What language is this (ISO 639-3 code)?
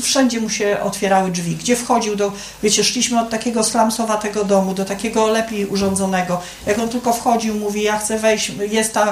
pol